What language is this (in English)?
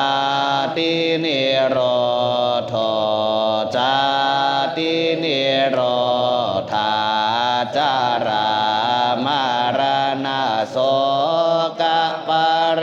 Pali